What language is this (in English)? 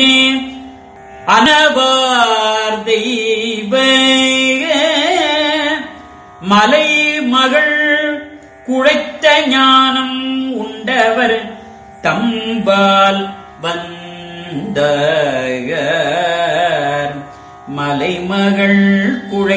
Tamil